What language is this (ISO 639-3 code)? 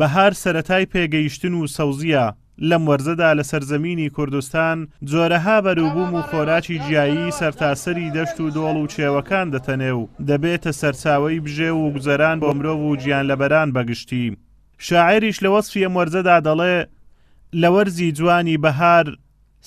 ckb